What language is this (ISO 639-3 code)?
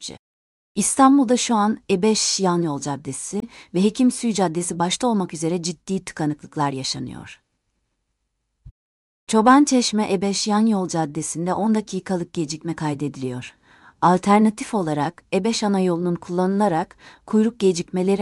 tur